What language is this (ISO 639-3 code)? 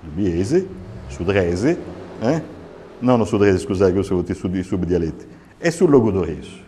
srd